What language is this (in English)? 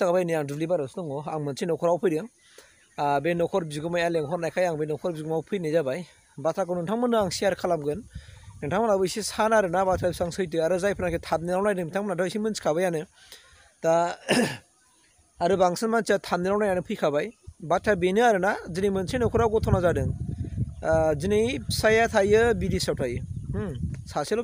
Bodo